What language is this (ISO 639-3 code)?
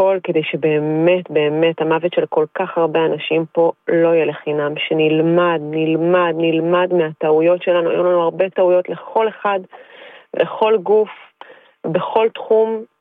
heb